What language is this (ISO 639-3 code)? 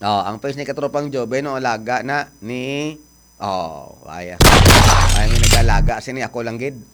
hil